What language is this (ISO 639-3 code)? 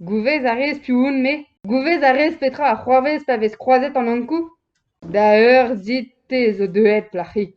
bre